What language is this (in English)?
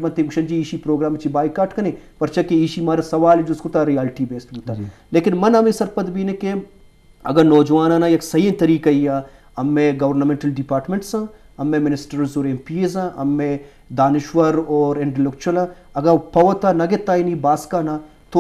Eastern Balochi